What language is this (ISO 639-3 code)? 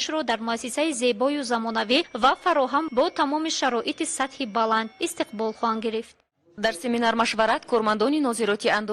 tgk